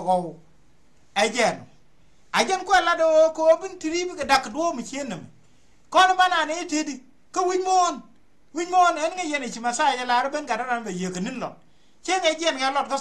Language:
Nuer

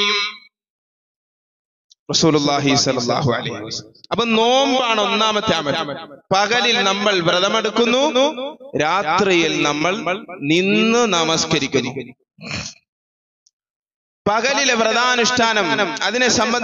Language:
Malayalam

